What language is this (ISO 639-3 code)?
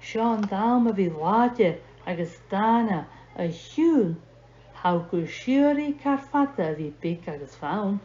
gla